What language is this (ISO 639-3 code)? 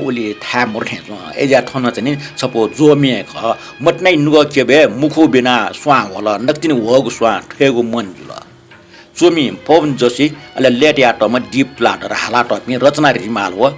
new